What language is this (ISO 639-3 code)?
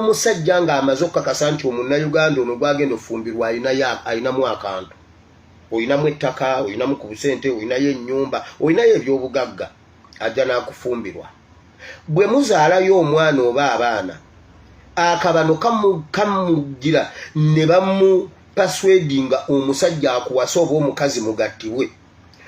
lug